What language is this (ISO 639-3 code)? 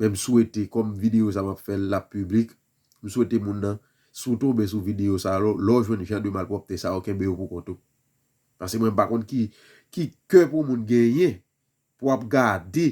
hat